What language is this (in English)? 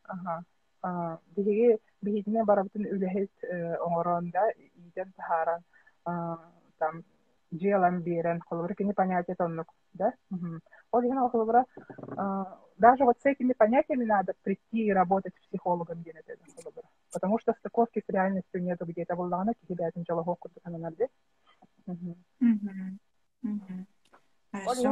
Yakut